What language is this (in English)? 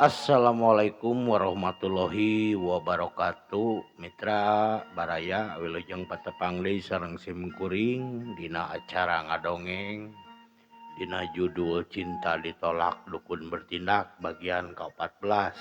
Sundanese